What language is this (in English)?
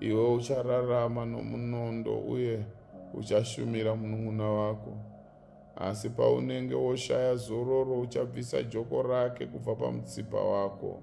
Shona